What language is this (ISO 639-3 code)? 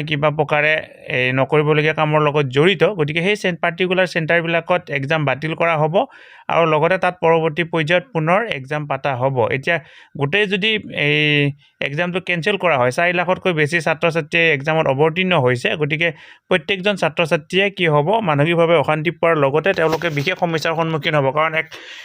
asm